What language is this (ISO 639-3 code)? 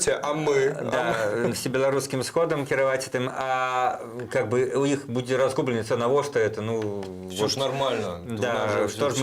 bel